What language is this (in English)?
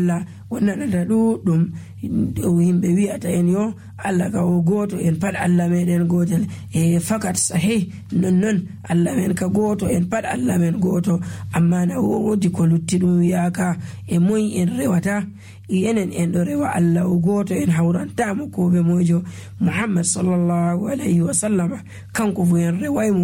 Nigerian Fulfulde